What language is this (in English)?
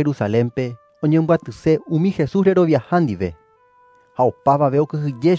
Guarani